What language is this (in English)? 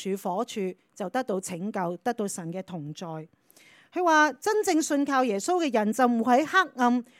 Cantonese